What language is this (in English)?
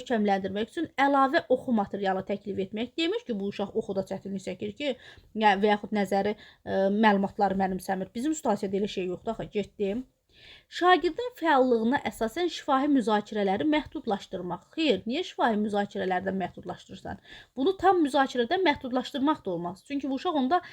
Azerbaijani